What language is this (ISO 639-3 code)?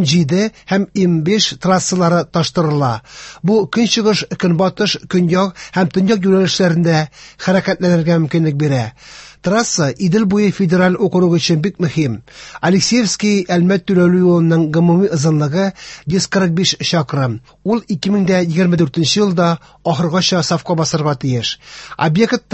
tat